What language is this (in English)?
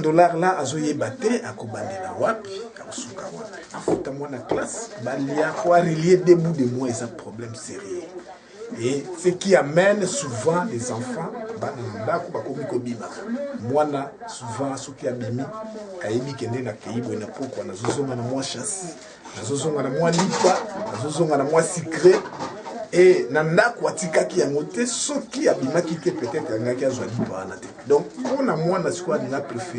Lingala